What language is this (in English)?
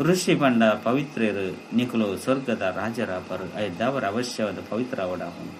Tulu